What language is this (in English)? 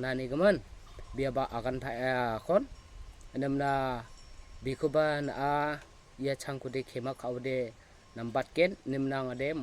Garo